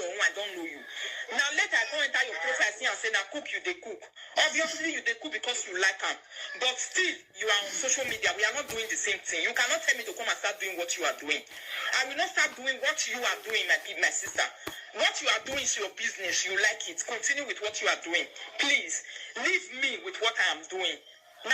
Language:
Nigerian Pidgin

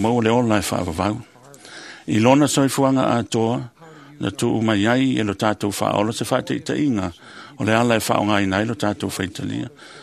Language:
Samoan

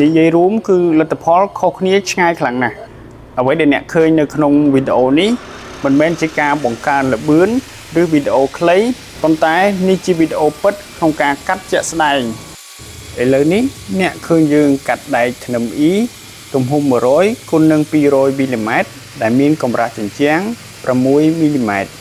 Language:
Khmer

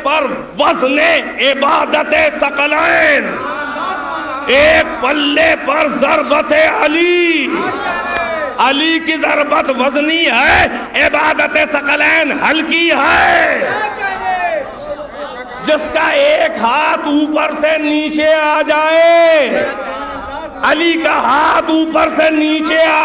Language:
Urdu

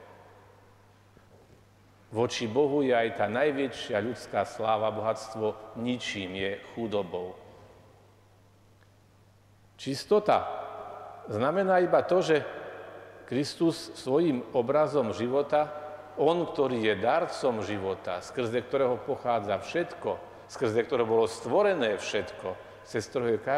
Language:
Slovak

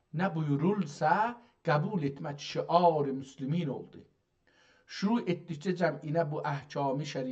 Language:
South Azerbaijani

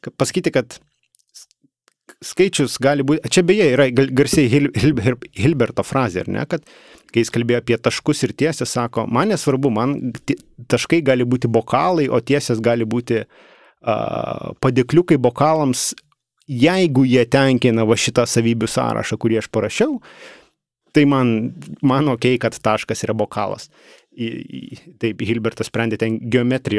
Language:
Lithuanian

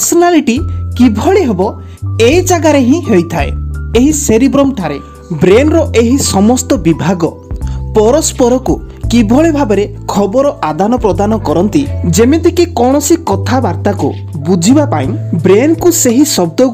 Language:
Odia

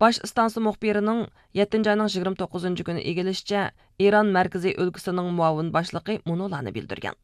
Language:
Uyghur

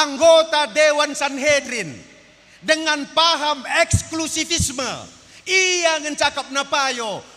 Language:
Batak Karo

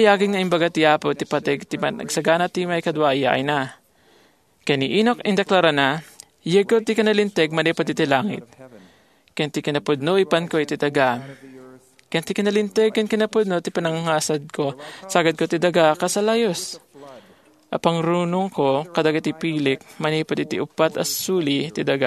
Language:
Iloko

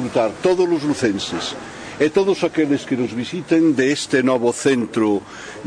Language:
Galician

